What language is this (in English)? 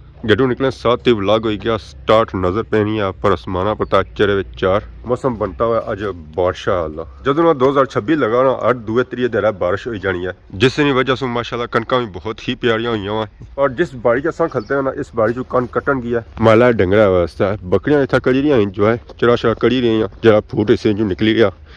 Pahari-Potwari